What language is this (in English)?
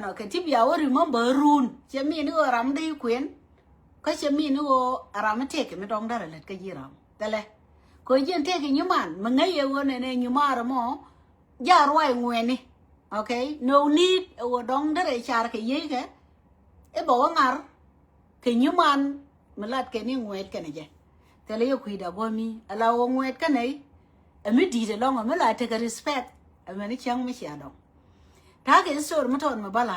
Nuer